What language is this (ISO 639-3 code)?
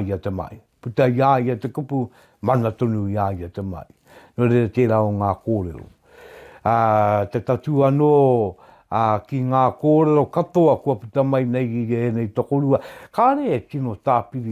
mri